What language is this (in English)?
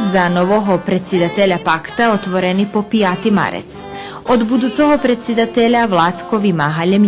Rusyn